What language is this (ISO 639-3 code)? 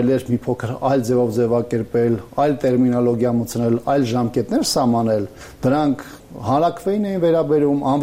hye